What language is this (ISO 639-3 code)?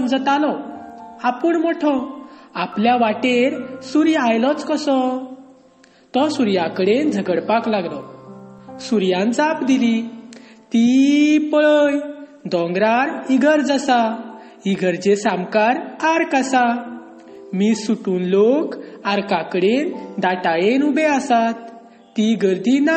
kok